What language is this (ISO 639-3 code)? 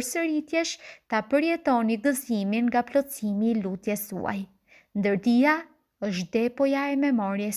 sqi